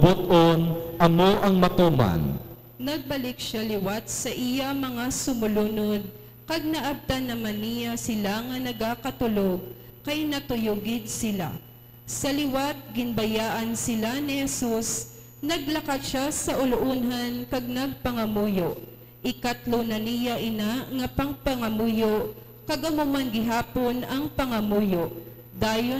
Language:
Hiligaynon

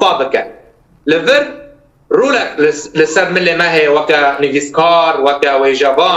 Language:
Kurdish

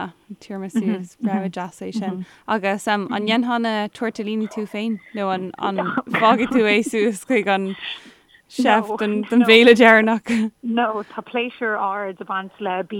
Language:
Irish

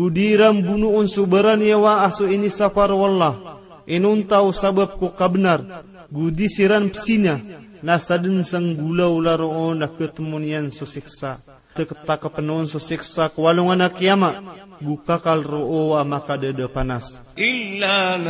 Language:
Maranao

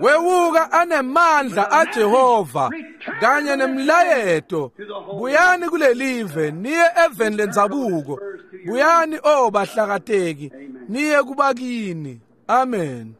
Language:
Swati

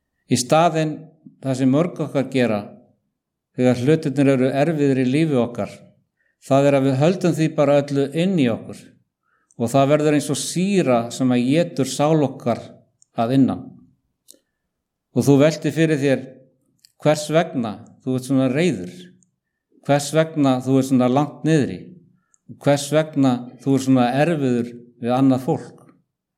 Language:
Icelandic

